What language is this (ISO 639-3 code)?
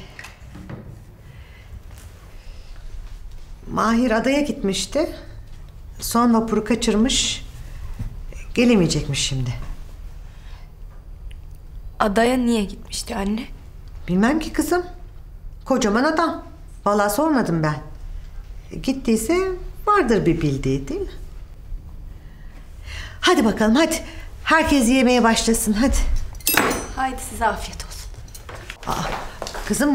tur